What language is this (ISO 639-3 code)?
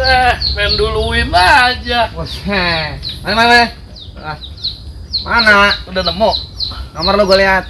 bew